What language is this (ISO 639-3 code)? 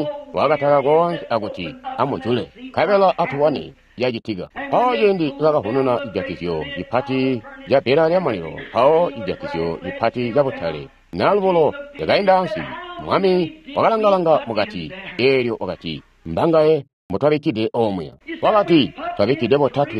toi